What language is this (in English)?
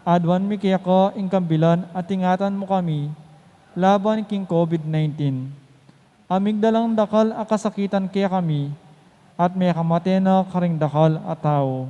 Pampanga